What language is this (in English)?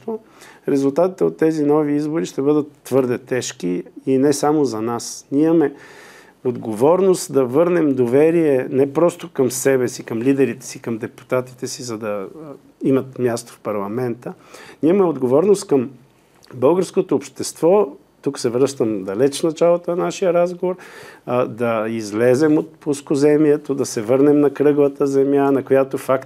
Bulgarian